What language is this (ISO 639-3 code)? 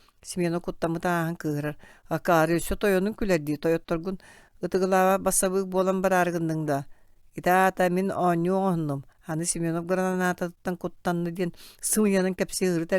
sah